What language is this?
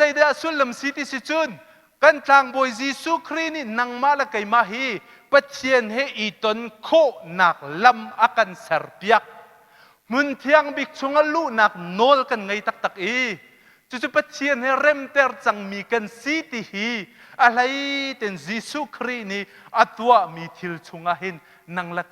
Hakha Chin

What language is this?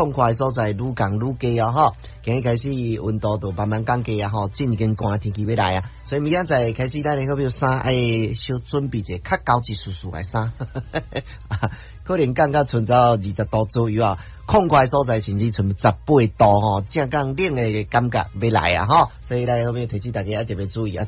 Min Nan Chinese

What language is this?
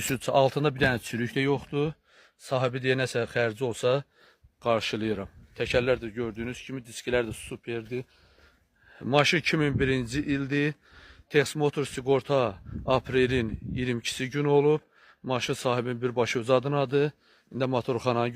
Azerbaijani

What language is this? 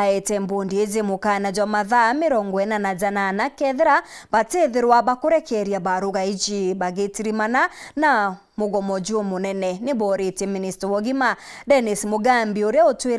Meru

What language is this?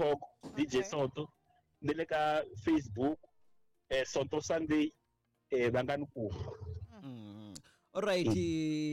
Tsonga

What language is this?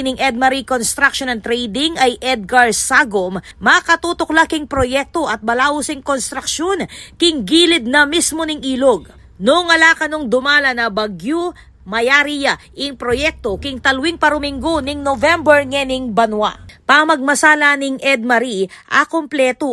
Pampanga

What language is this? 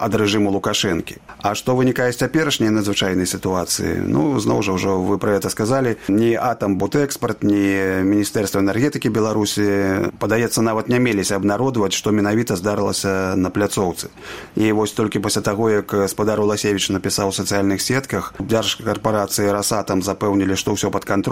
Belarusian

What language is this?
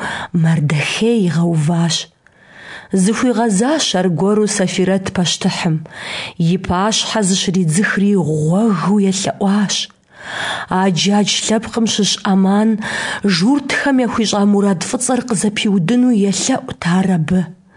Kabardian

